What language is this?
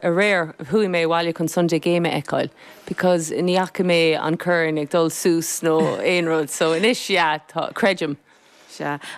Irish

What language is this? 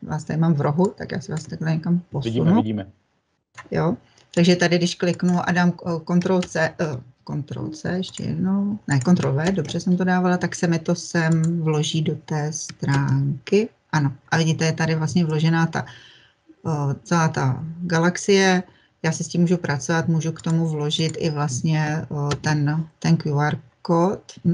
Czech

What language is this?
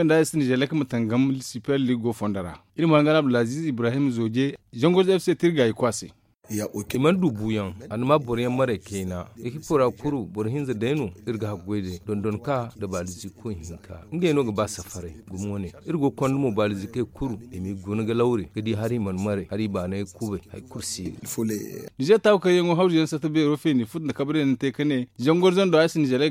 Zarma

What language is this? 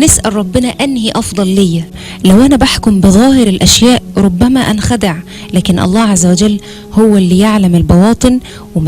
Egyptian Arabic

